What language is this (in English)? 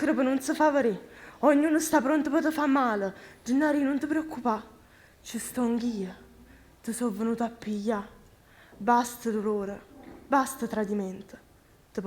Neapolitan